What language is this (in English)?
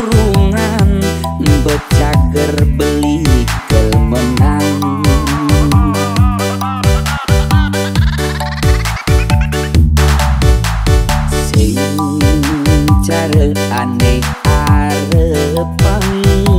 Balinese